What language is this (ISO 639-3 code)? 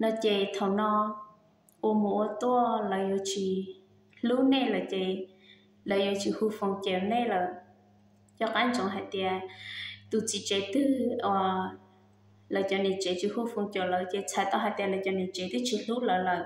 hmn